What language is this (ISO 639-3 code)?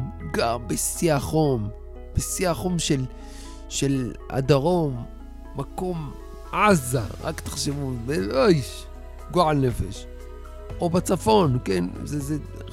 heb